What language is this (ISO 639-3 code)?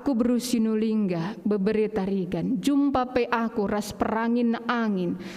btx